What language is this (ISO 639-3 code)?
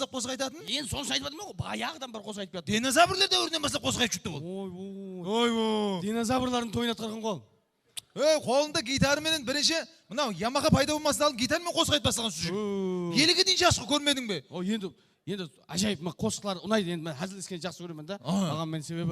kaa